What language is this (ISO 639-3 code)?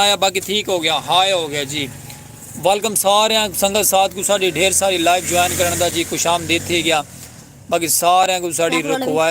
skr